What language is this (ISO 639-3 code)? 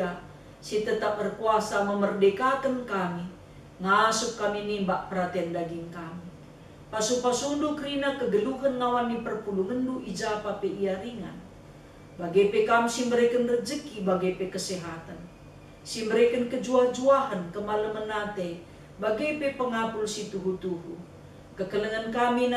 btx